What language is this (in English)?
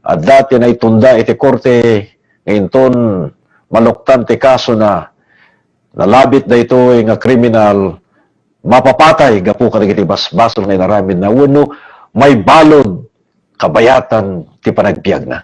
Iloko